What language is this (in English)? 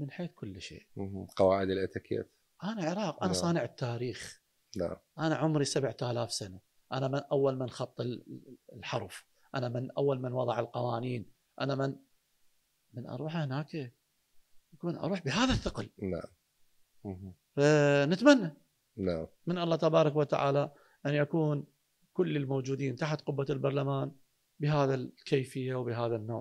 Mesopotamian Arabic